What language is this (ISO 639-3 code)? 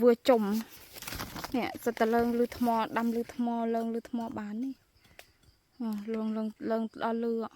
khm